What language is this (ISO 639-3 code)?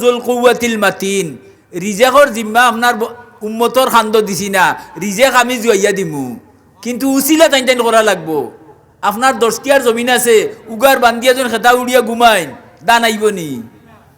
syl